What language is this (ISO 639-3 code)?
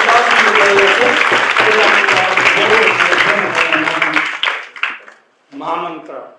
hin